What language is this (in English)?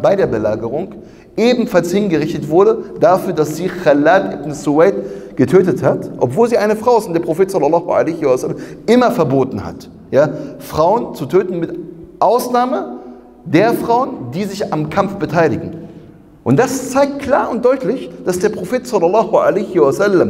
German